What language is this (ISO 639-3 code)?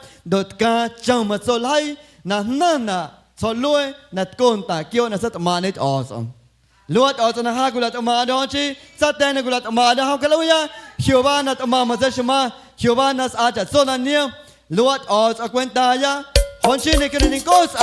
amu